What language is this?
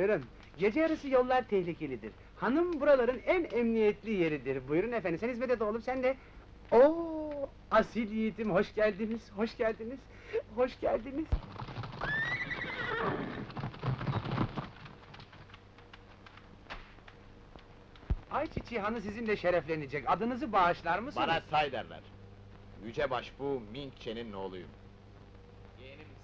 Turkish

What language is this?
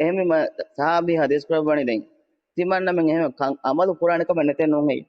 Divehi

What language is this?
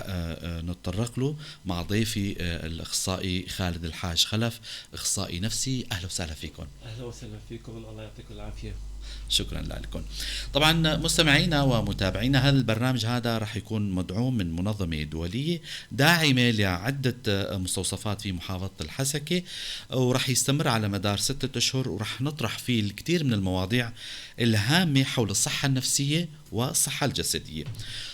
North Levantine Arabic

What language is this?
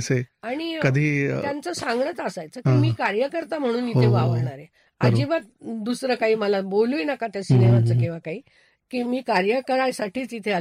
Marathi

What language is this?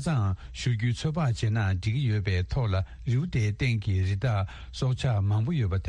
Tibetan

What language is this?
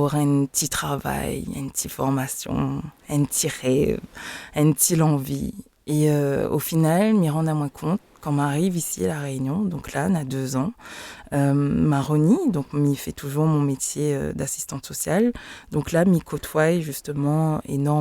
Réunion Creole French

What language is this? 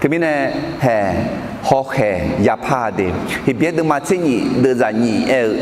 Akha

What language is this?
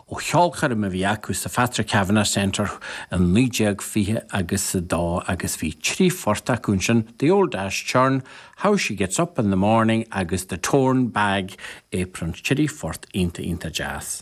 Irish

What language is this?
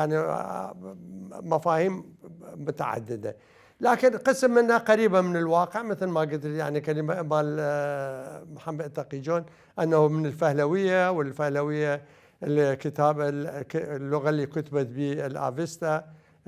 Mesopotamian Arabic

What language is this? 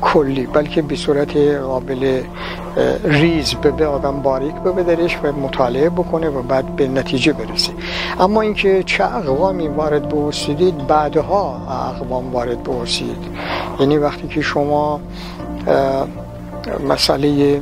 Gilaki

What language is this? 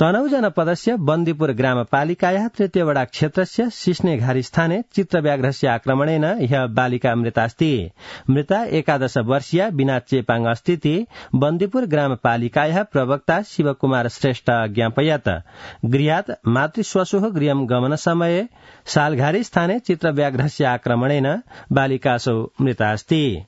Sanskrit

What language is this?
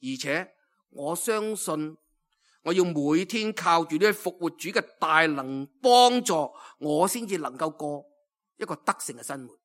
Cantonese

